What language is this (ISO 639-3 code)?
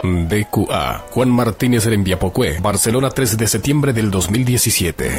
grn